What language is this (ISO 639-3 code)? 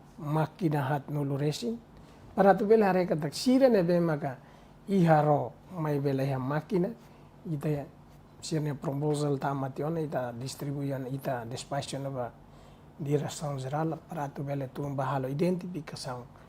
tet